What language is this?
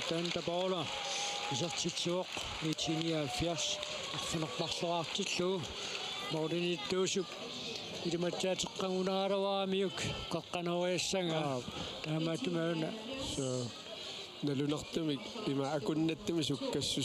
Kalaallisut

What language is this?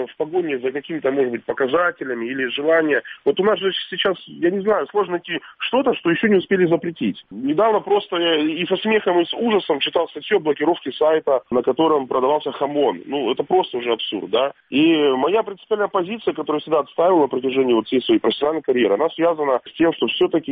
Russian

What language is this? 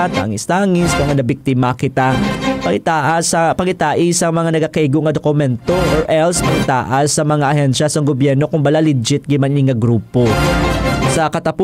Hiligaynon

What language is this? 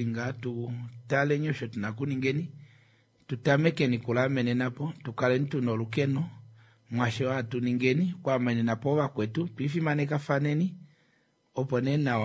Kuanyama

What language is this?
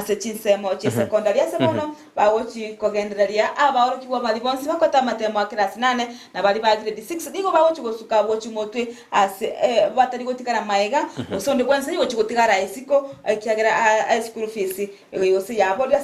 Gusii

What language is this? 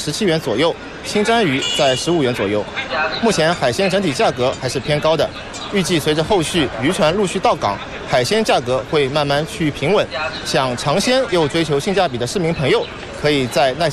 Chinese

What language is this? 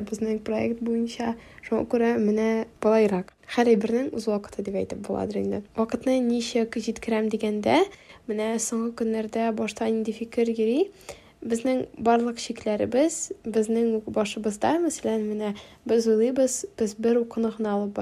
Tatar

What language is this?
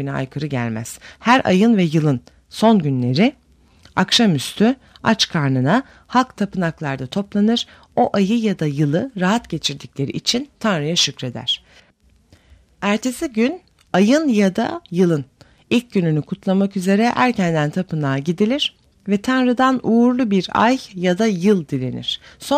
Turkish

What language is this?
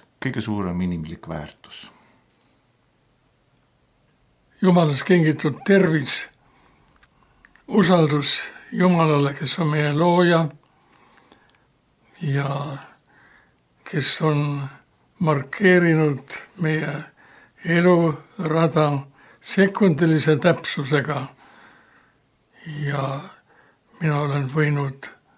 Estonian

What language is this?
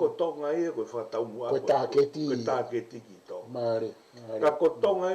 Tongan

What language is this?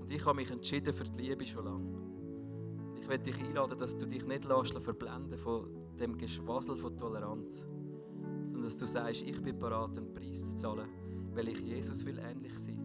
Swiss German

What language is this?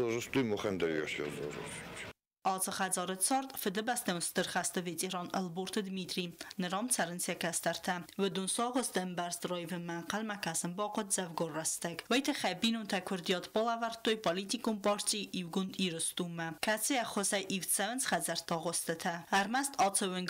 Ossetic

